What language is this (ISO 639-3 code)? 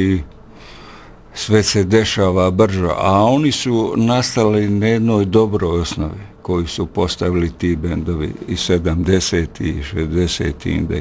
bos